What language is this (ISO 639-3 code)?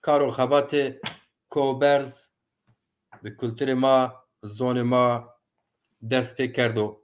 zza